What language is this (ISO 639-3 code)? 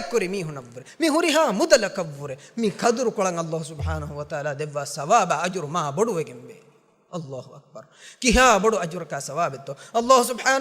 div